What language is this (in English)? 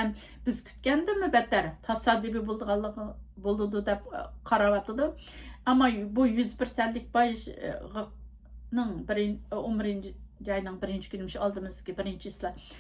Uyghur